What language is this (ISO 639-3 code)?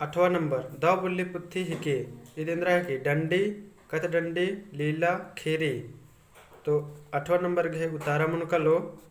kru